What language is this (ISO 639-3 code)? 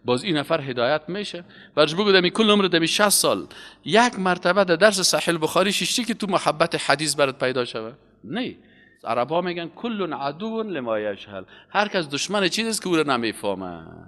fas